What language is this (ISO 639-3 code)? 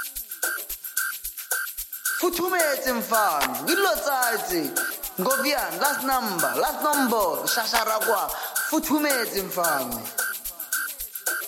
zul